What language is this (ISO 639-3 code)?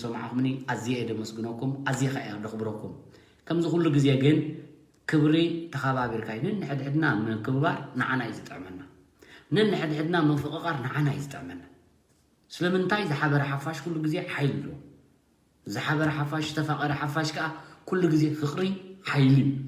tir